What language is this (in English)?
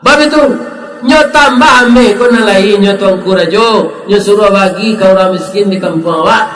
Minangkabau